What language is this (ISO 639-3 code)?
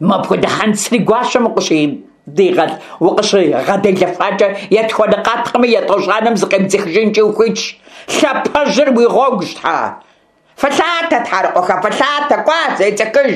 kbd